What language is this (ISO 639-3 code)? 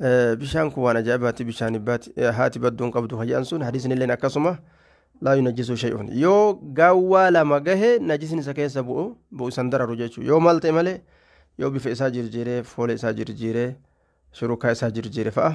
orm